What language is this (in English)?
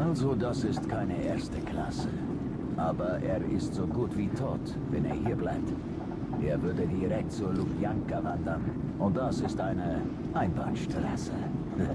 Bavarian